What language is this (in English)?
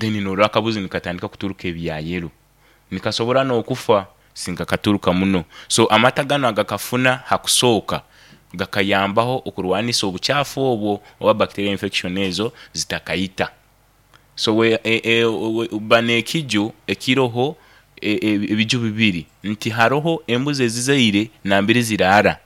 Nyoro